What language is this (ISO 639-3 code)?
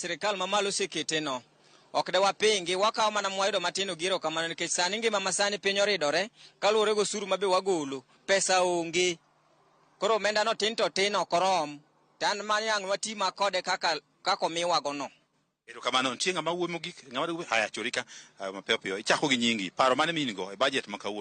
luo